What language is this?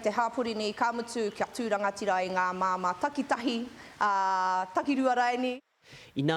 Māori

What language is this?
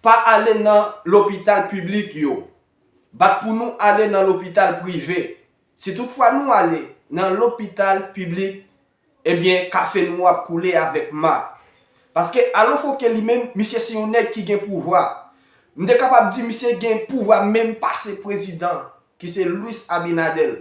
Haitian Creole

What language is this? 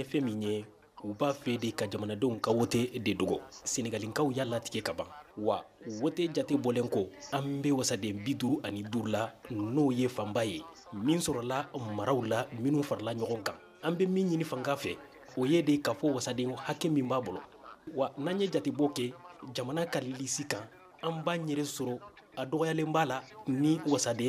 Bambara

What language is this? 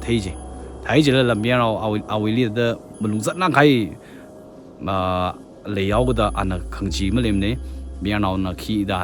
Tangkhul Naga (India)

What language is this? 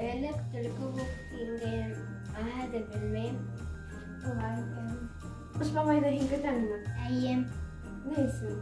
Bashkir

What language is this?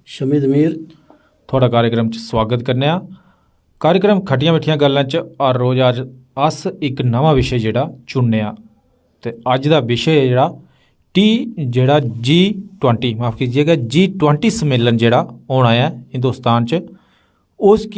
Dogri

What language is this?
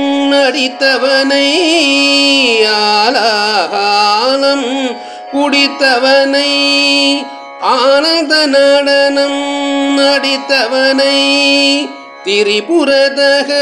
Tamil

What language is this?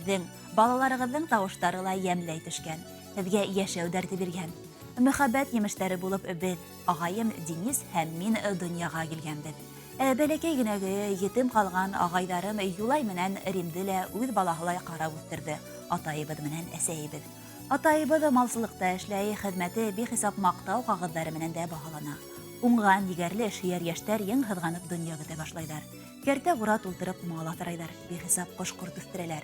Bashkir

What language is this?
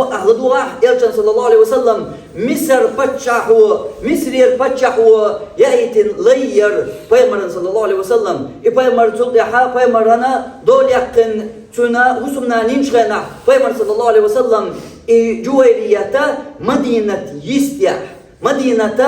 Chechen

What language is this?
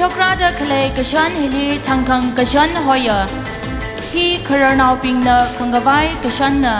Tangkhul Naga (India)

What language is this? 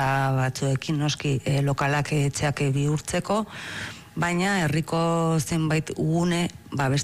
Basque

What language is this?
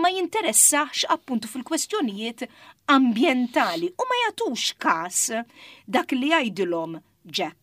Maltese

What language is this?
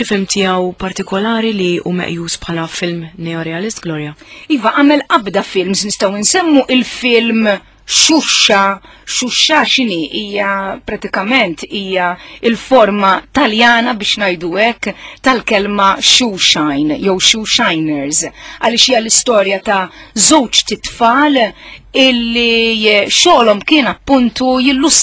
Maltese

